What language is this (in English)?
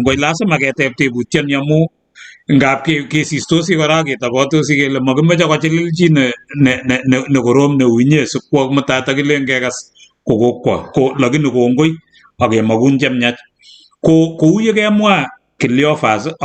Kalenjin